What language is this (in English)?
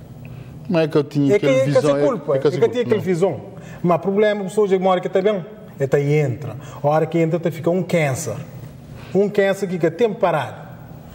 Kabuverdianu